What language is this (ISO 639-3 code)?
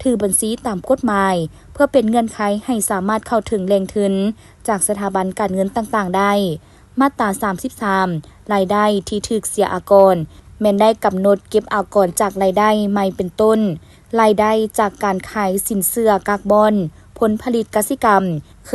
lao